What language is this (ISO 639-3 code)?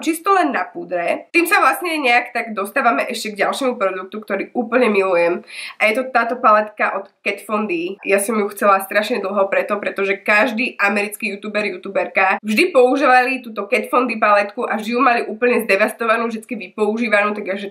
slk